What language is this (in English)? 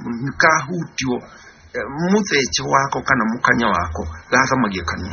Kikuyu